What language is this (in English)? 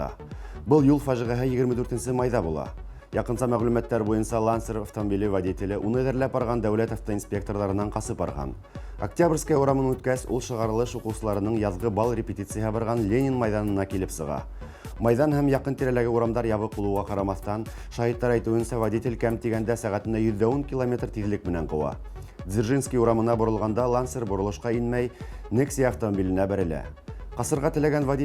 Bashkir